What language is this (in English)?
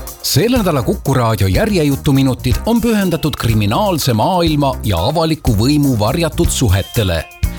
Estonian